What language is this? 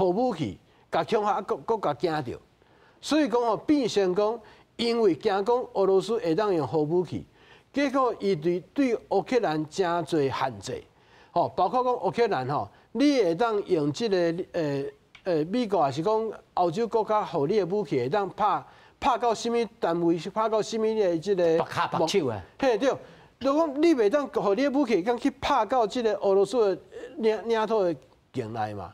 Min Nan Chinese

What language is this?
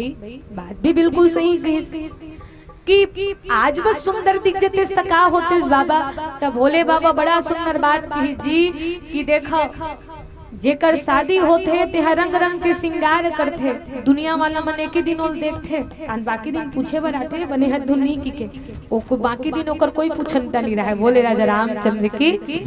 Chhattisgarhi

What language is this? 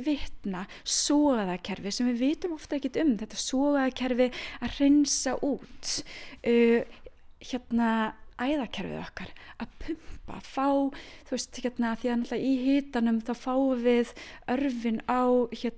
Icelandic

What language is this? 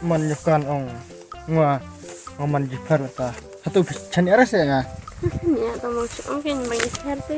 Khasi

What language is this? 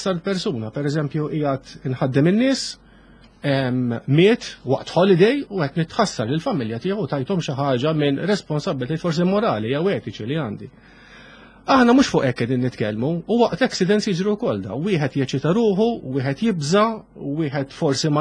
Maltese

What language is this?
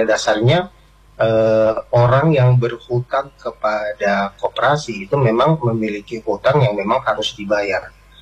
Indonesian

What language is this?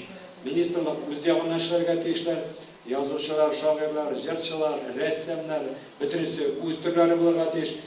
Tatar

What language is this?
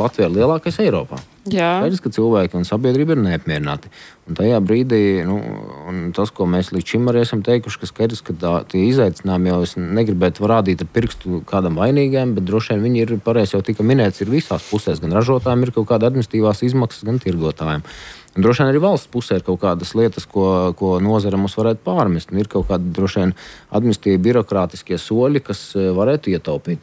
Latvian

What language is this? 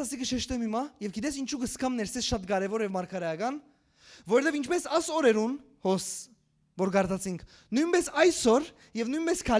Western Armenian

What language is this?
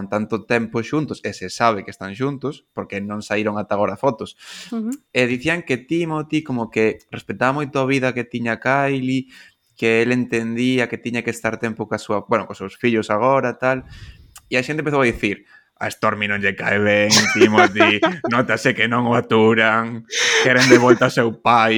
Galician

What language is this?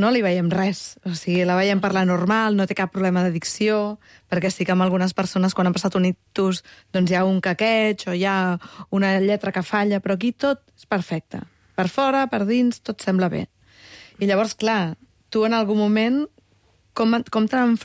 Catalan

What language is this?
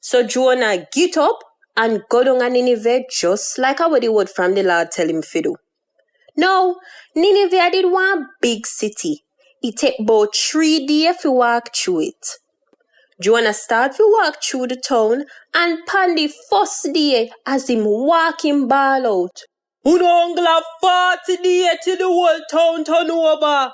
Jamaican Creole English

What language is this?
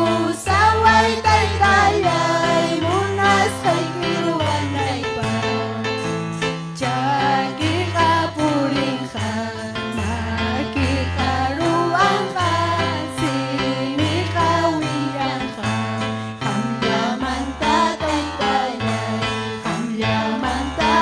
Ayacucho Quechua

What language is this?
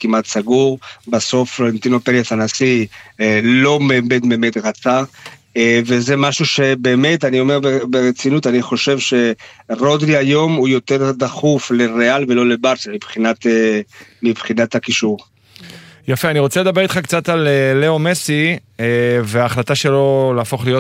Hebrew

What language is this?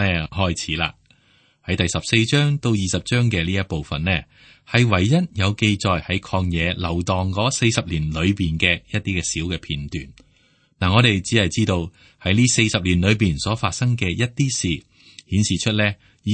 Cantonese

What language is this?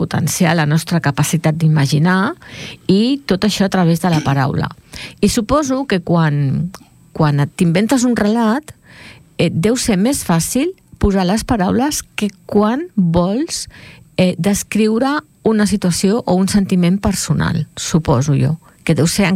Catalan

